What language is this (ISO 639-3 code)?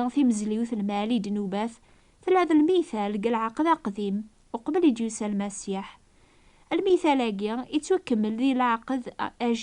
kab